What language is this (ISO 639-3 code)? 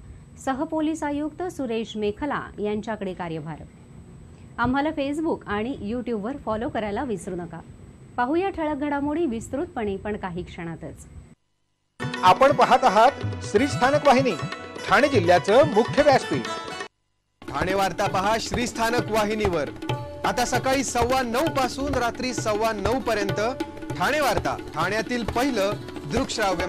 mar